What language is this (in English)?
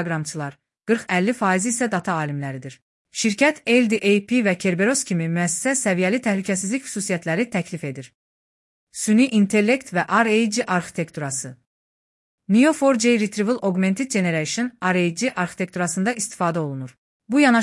Azerbaijani